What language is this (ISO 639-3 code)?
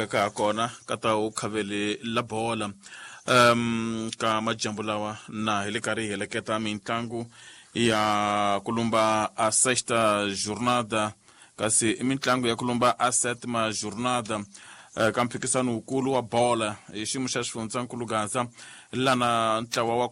tso